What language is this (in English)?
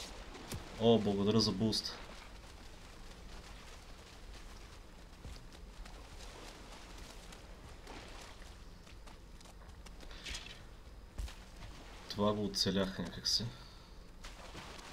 Bulgarian